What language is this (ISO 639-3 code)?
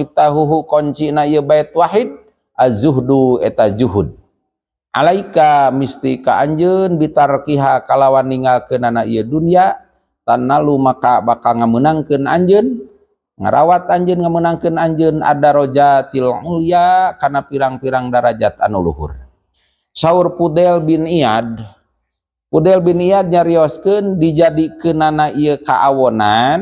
sun